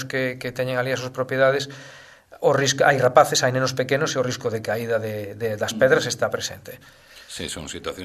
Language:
Galician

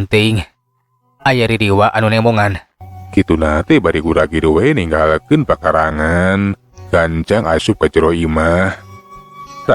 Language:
Sundanese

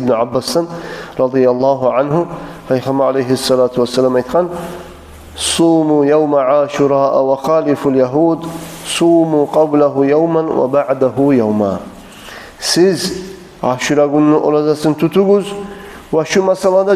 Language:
Kumyk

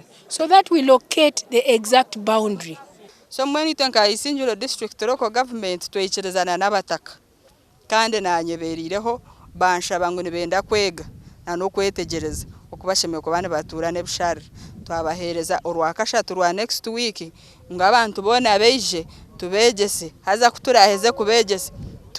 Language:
Nyankole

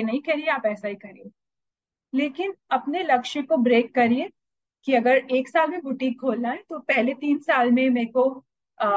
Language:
Hindi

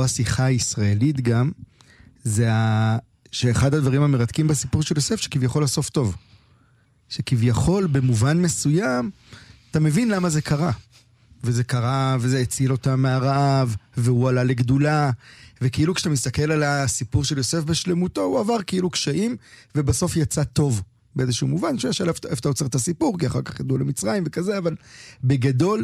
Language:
Hebrew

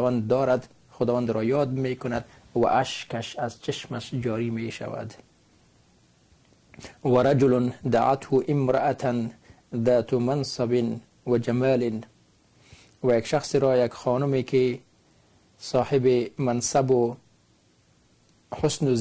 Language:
Persian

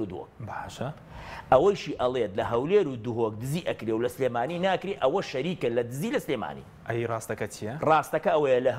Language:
Central Kurdish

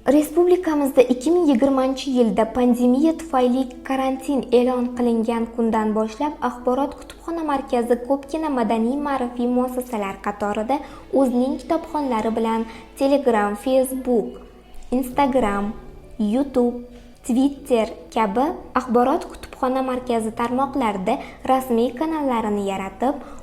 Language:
Uzbek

